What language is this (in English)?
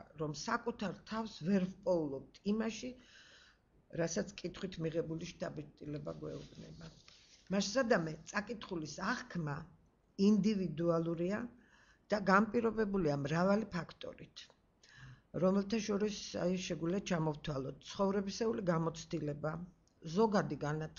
Georgian